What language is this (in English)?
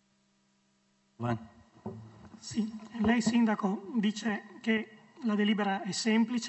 Italian